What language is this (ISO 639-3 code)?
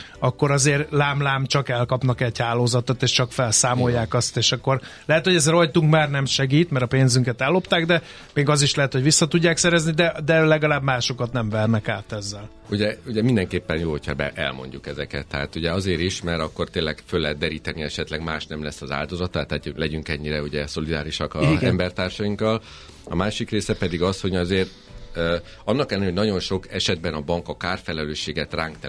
hun